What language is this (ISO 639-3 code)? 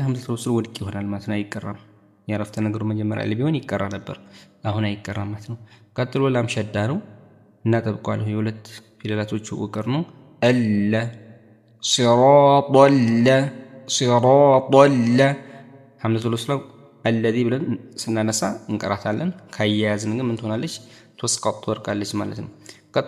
amh